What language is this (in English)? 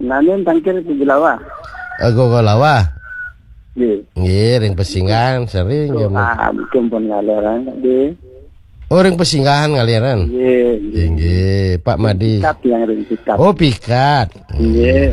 Balinese